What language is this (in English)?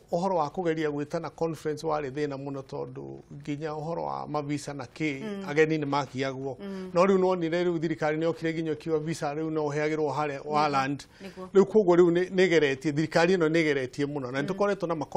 Kikuyu